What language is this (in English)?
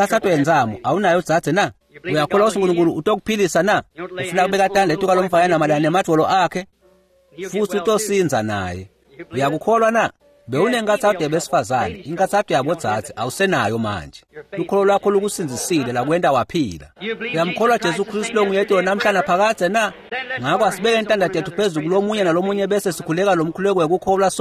Swati